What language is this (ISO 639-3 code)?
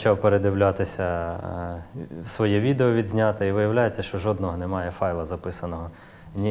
ukr